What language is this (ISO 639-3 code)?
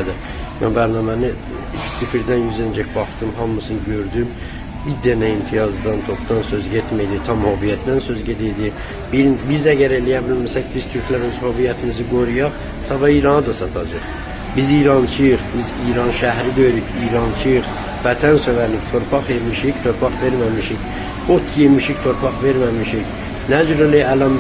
aze